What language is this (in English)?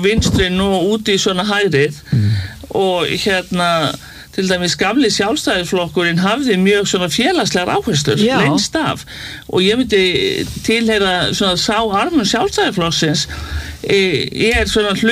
Icelandic